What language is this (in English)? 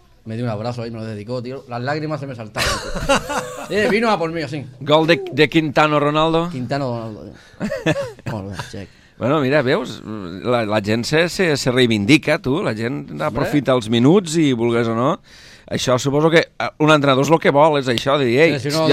Catalan